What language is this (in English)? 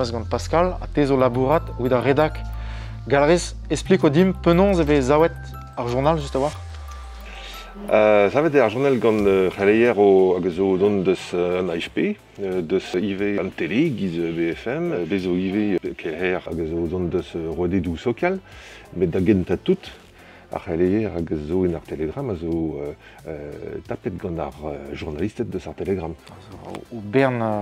Breton